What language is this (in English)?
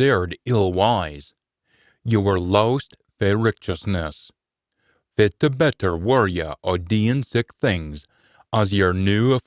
Scots